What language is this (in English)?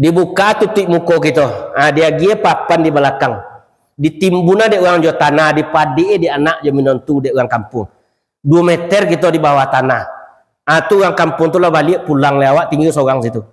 Minangkabau